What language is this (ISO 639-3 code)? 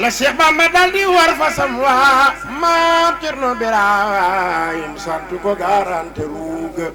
wol